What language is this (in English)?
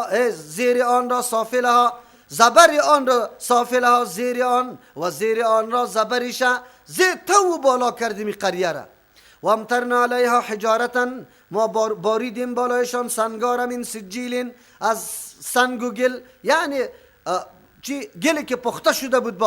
Persian